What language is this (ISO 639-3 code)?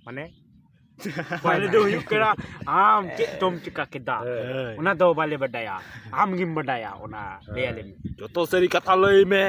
sat